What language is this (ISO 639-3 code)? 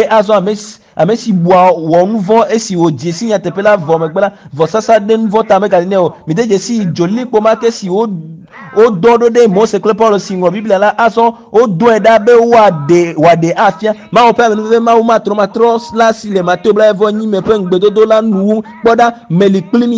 ewe